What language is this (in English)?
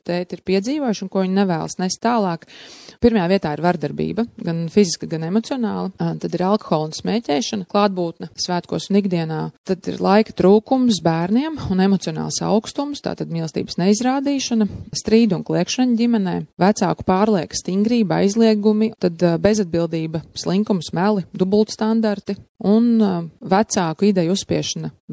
Latvian